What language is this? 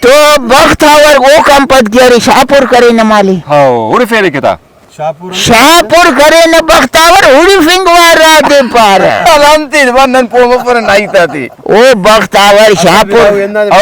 Brahui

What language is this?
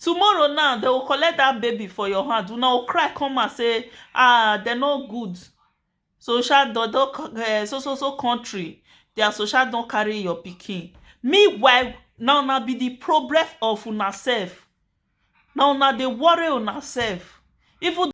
Nigerian Pidgin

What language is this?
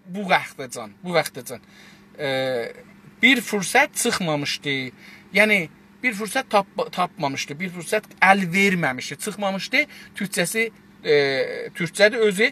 South Azerbaijani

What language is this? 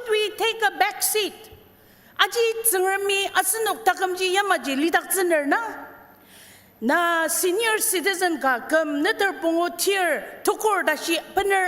Ao Naga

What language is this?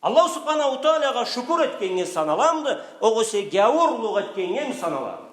Karachay-Balkar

